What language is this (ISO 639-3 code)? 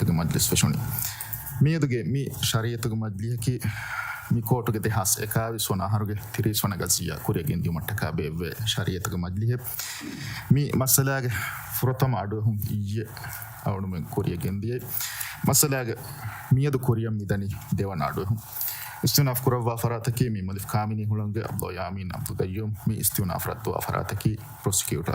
div